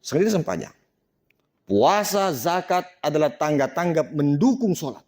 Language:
Buginese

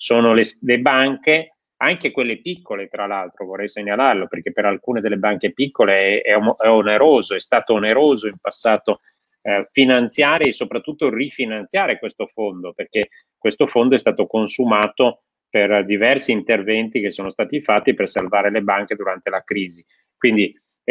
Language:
Italian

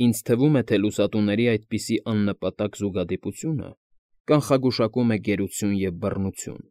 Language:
Armenian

